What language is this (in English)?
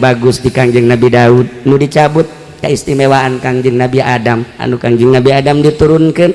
Sundanese